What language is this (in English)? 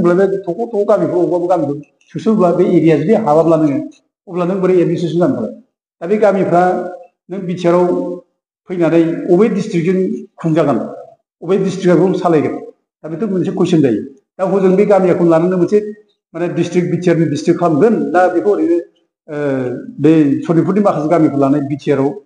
Bodo